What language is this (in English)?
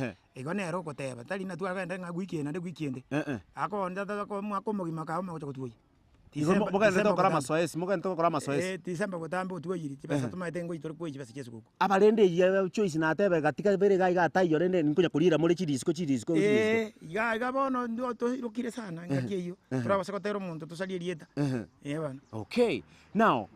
Gusii